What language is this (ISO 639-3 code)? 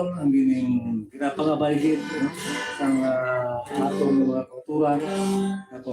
hil